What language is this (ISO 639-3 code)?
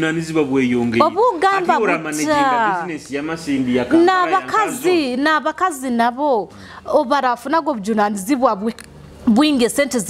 nyo